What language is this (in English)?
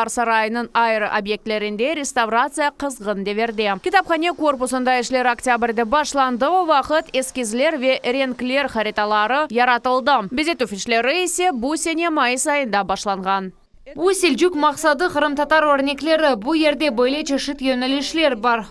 Crimean Tatar